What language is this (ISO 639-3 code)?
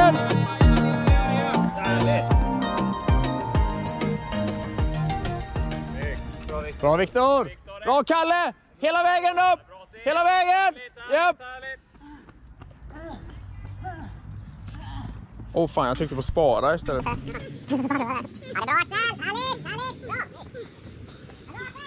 swe